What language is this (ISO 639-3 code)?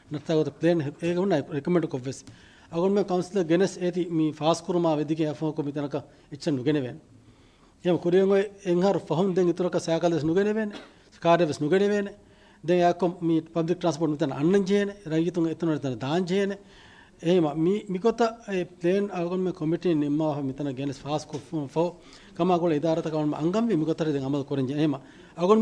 div